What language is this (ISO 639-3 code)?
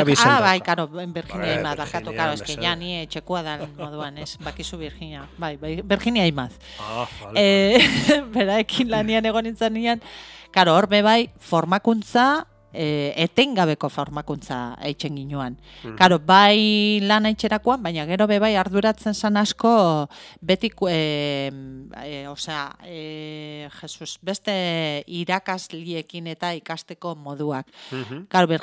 eus